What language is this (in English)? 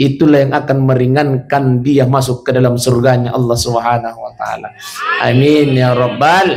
Buginese